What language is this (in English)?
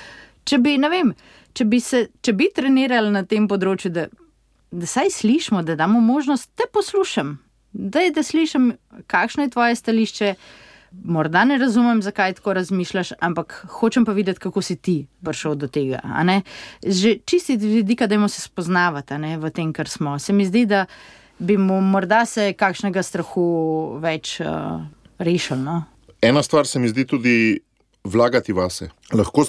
Slovenian